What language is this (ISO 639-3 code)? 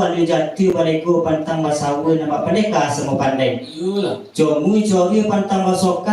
min